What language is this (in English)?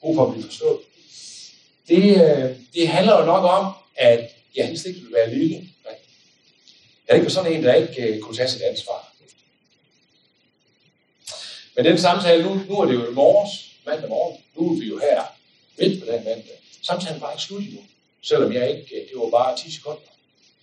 Danish